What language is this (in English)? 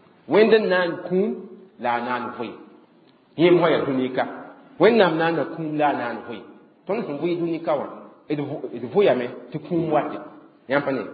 Mossi